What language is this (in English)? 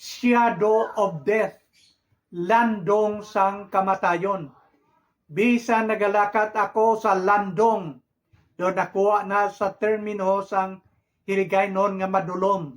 Hiligaynon